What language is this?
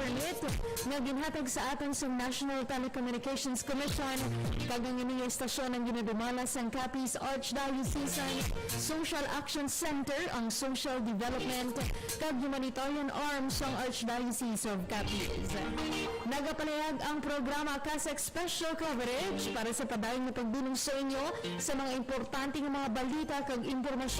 Hiligaynon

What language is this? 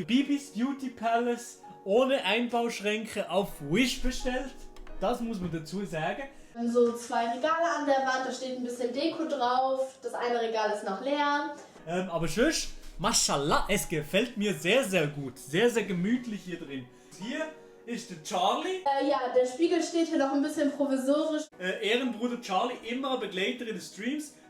Swiss German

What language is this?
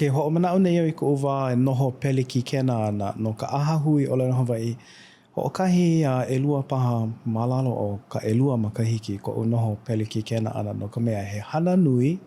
Hawaiian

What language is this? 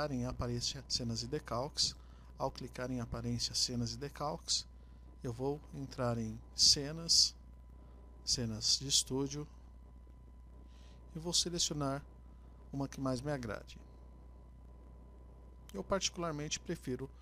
Portuguese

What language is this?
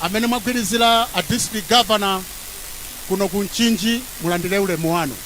Nyanja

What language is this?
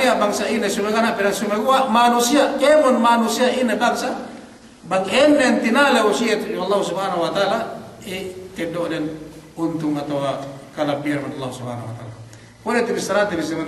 Yakan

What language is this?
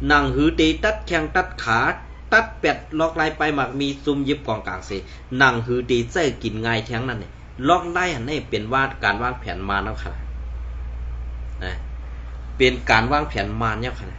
Shan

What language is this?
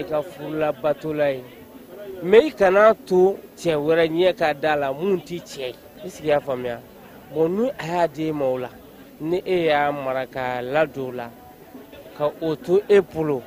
Bambara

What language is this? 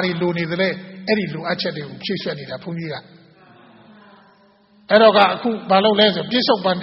Burmese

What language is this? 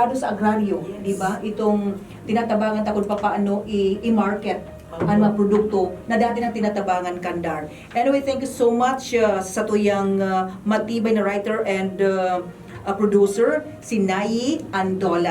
Bikol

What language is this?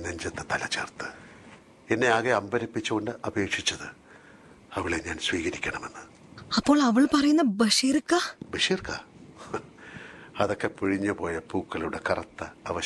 Malayalam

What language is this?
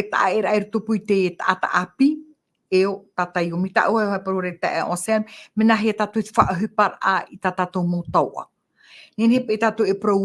Tahitian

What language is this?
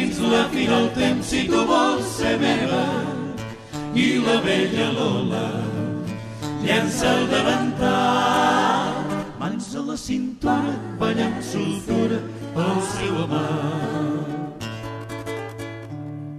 Catalan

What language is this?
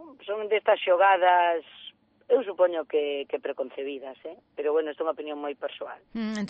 Galician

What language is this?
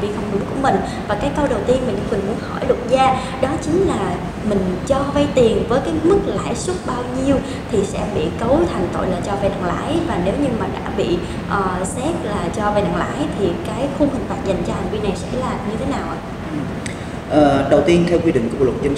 Vietnamese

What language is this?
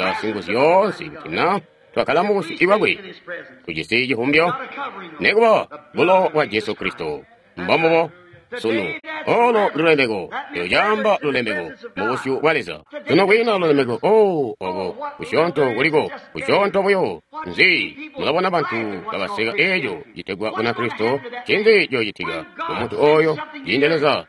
Tonga (Zambia)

